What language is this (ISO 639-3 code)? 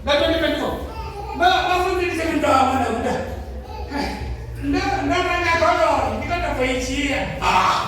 ven